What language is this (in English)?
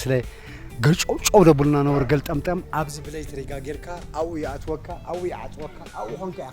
Tigrinya